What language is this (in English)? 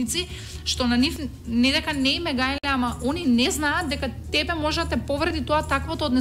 Macedonian